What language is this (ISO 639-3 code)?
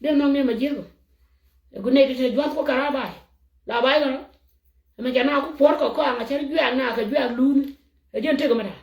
nus